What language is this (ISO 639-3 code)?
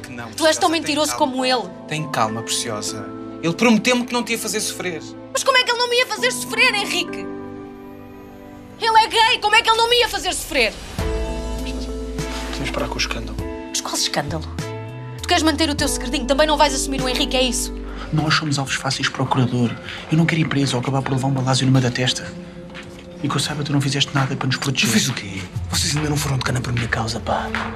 por